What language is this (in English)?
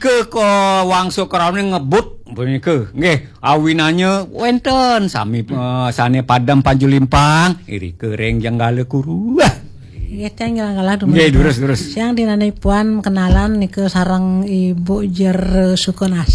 Balinese